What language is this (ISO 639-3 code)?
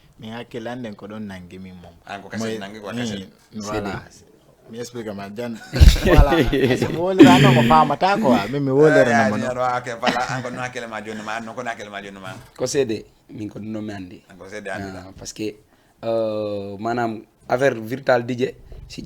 ful